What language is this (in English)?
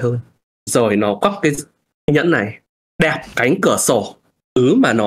Vietnamese